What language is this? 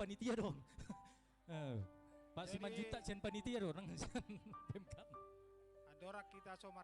Batak Toba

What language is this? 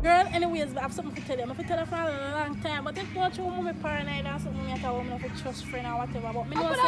Jamaican Creole English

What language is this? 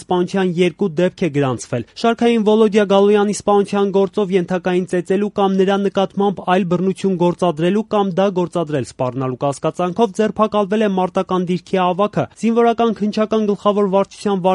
Armenian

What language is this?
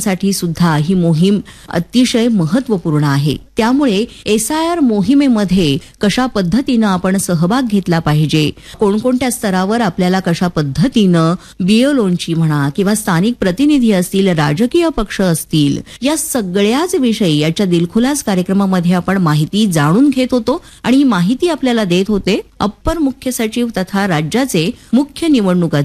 Marathi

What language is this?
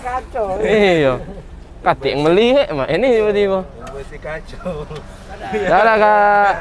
Musi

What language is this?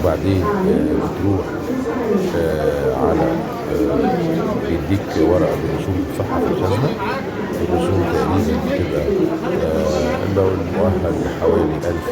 Egyptian Arabic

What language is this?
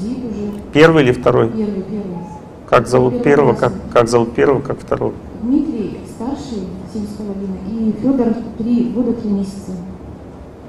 Russian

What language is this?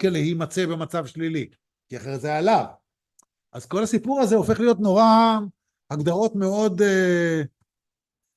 Hebrew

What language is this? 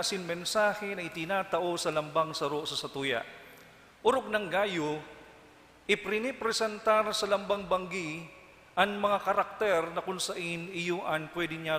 Bikol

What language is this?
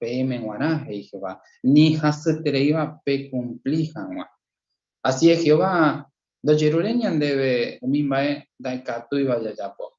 Guarani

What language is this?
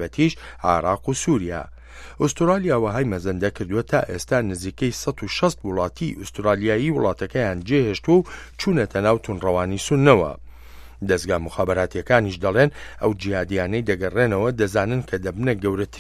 Central Kurdish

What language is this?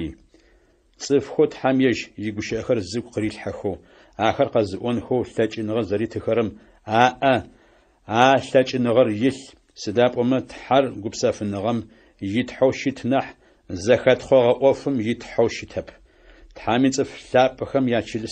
Adyghe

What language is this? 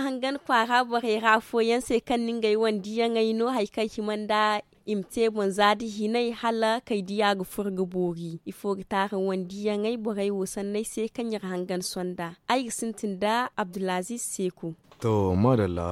Zarma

